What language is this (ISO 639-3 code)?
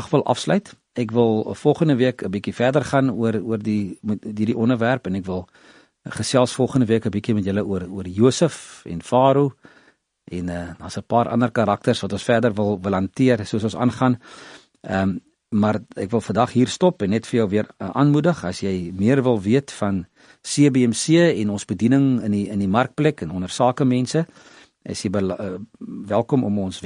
afr